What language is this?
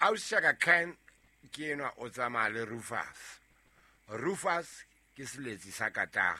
Southern Sotho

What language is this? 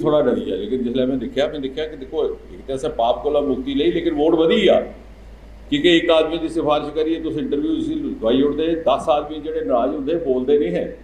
Dogri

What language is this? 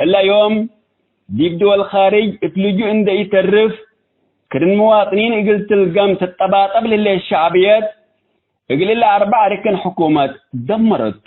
Tigre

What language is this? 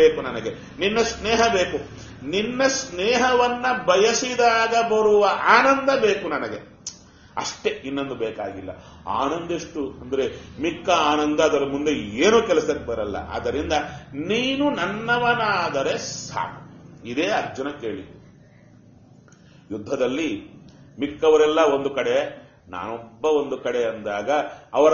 Kannada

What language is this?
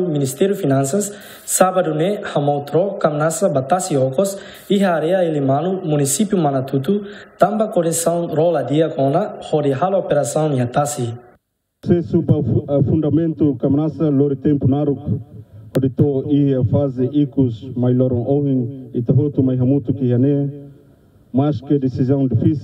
Tetum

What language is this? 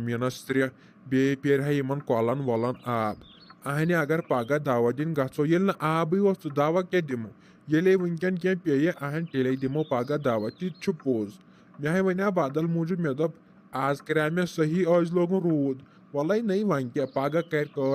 Kashmiri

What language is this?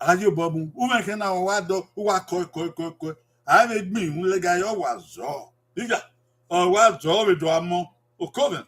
Bini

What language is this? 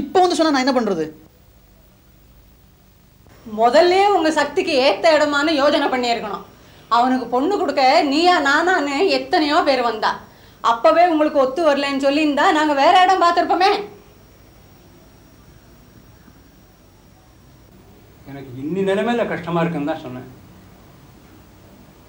Tamil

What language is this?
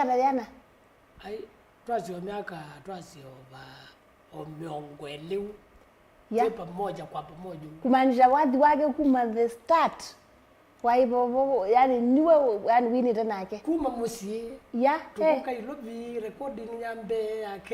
Kamba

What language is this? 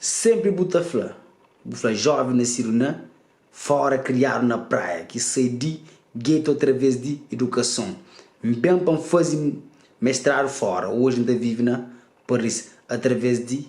Kabuverdianu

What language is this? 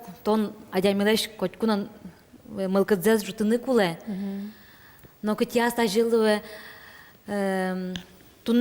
Udmurt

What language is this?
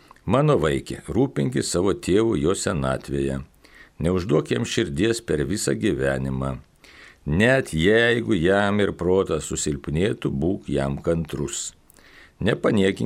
Lithuanian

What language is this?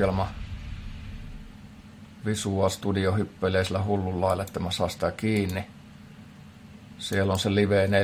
Finnish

